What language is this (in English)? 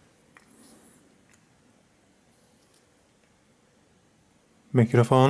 Czech